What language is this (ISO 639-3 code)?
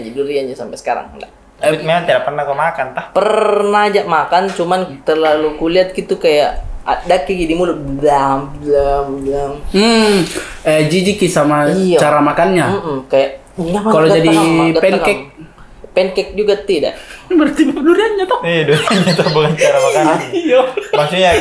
mfp